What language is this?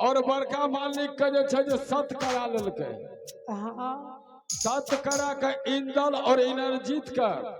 Maithili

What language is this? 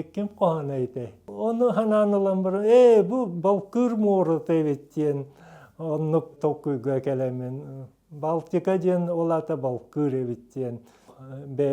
Yakut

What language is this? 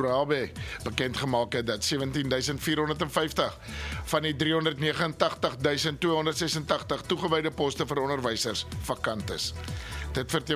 Afrikaans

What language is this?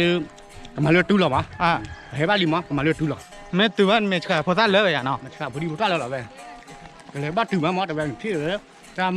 S'gaw Karen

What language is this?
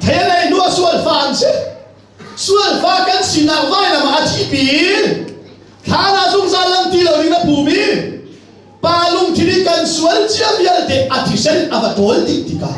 Hakha Chin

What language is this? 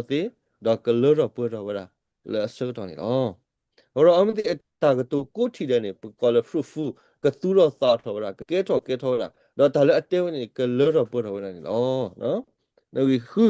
S'gaw Karen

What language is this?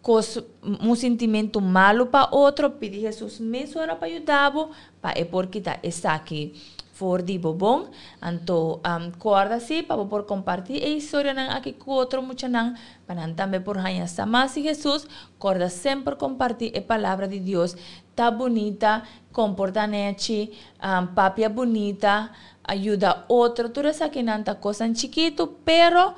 Papiamento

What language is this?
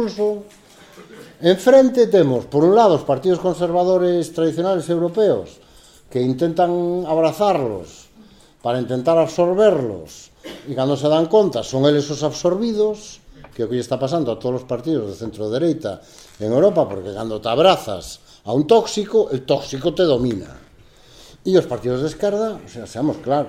Galician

